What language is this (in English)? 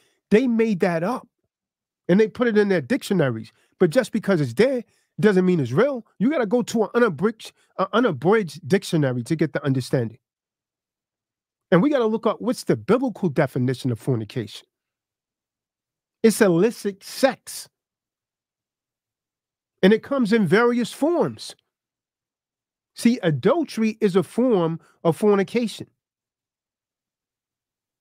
English